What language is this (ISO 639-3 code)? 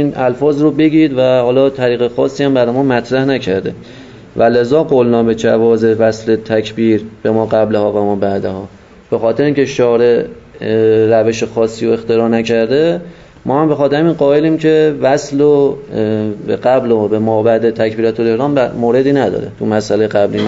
fas